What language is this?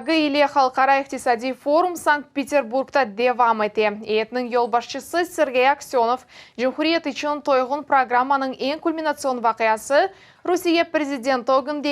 Crimean Tatar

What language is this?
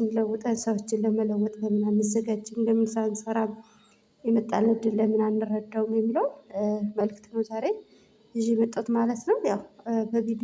Amharic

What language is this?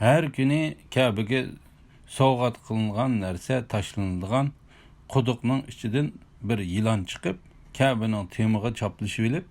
Uyghur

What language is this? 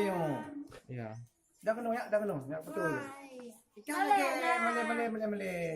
Achinese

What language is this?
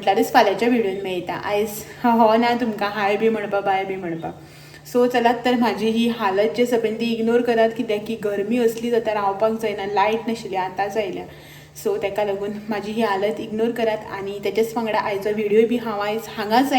Konkani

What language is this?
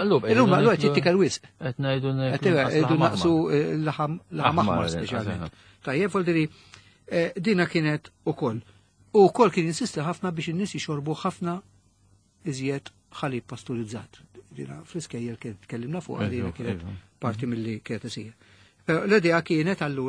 Maltese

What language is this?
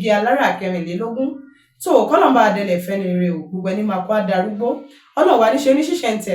Yoruba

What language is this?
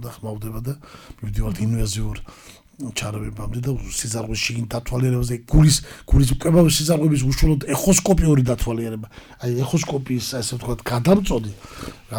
Georgian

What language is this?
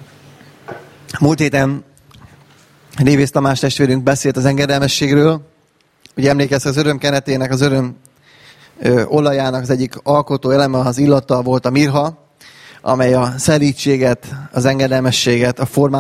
Hungarian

